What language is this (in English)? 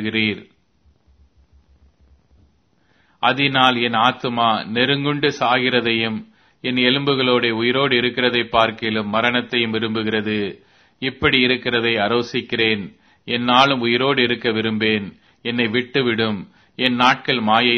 Tamil